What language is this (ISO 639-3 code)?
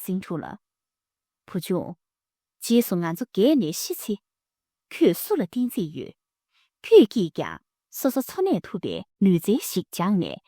bod